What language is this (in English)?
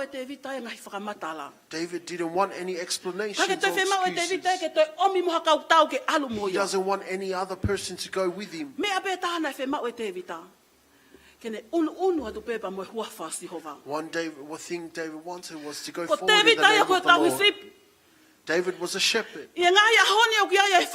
Tongan